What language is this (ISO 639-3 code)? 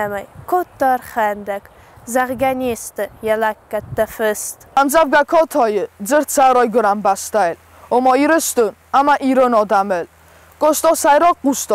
oss